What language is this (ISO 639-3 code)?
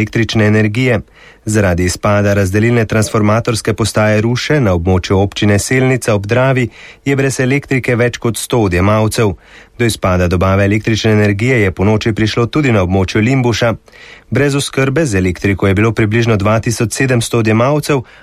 slv